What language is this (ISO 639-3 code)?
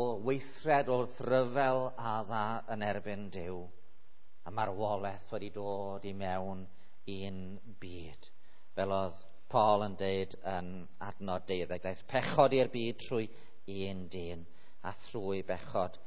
cym